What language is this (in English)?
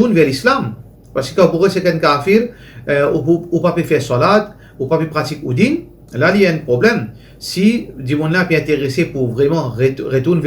Morisyen